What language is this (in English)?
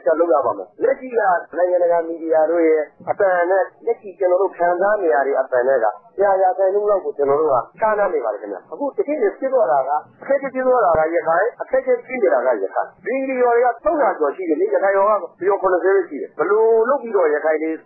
Burmese